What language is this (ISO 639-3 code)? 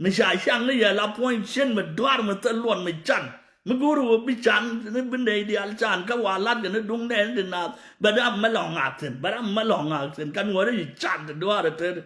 nus